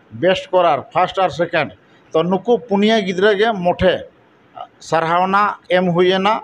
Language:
Santali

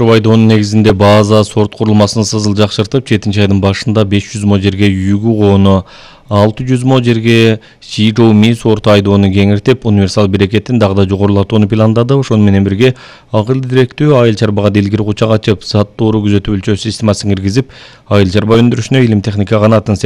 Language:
Kyrgyz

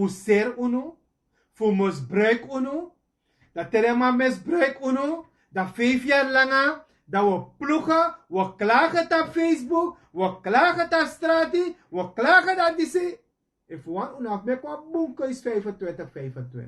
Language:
Sranan Tongo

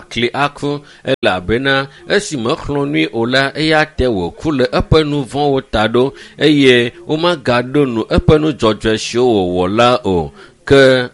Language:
Ewe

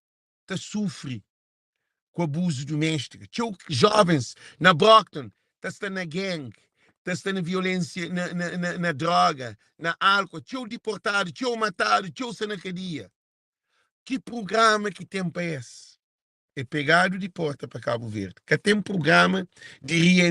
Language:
Kabuverdianu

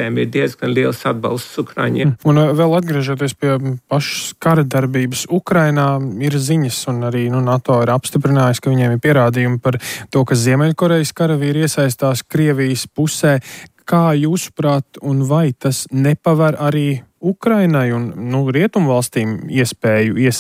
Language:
Latvian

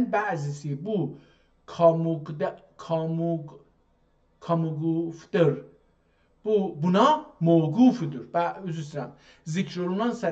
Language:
South Azerbaijani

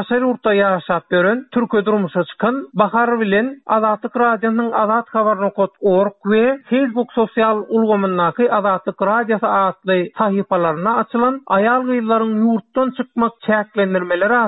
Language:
Turkmen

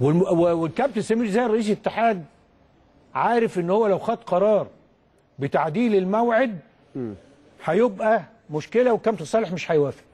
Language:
Egyptian Arabic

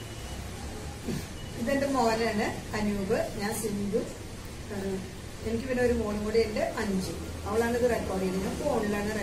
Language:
Malayalam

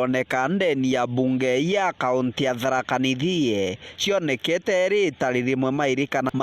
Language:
Meru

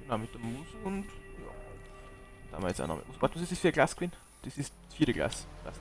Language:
Bavarian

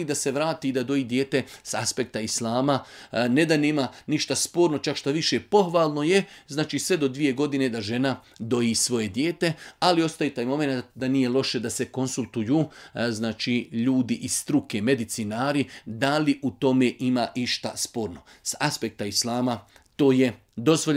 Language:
Bosnian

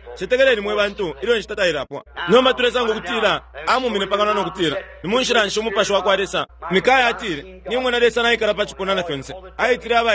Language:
Bemba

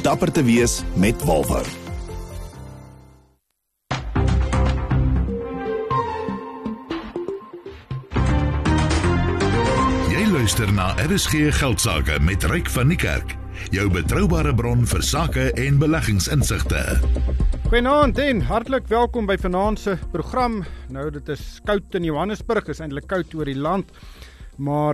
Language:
Afrikaans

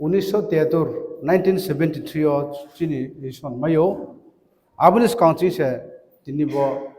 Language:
Riang (India)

